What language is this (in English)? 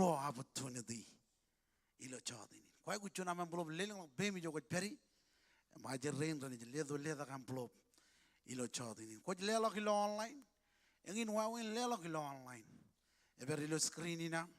Marshallese